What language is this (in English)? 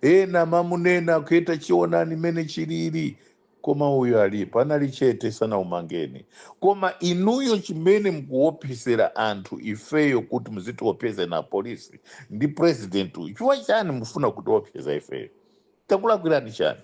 Nyanja